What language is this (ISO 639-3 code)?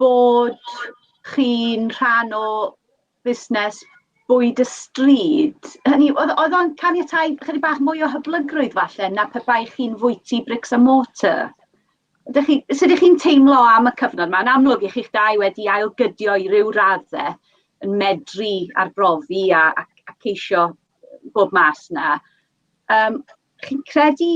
cym